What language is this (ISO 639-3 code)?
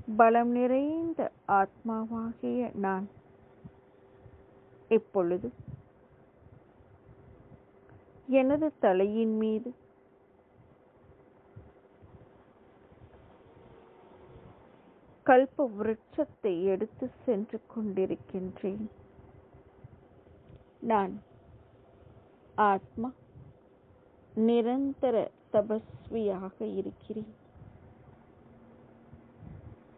tam